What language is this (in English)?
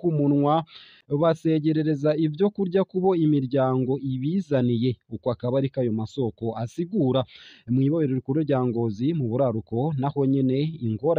Rundi